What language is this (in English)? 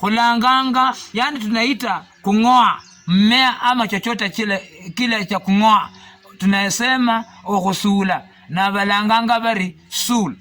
Luyia